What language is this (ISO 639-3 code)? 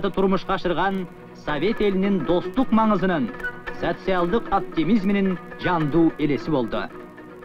kir